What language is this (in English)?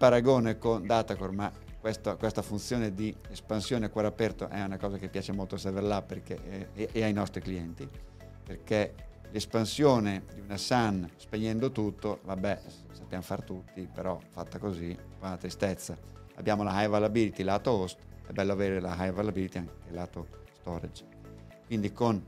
Italian